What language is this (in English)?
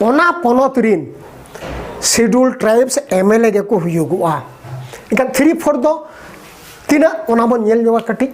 Santali